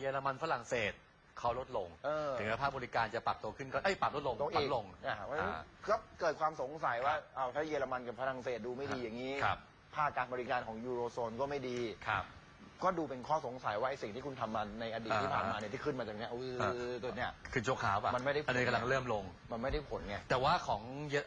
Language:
Thai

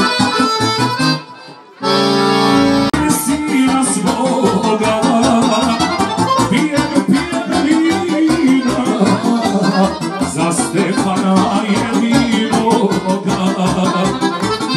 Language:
Serbian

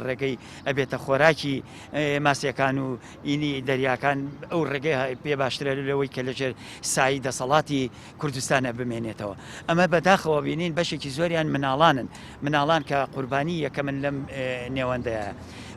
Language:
Central Kurdish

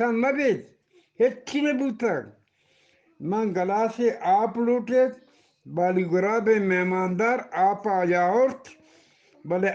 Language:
Eastern Balochi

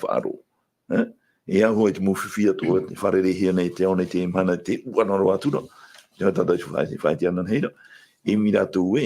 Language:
Tahitian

